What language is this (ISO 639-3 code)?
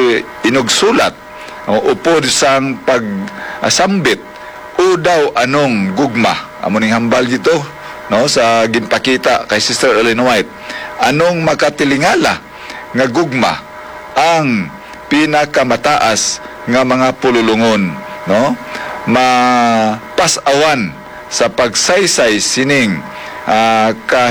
hil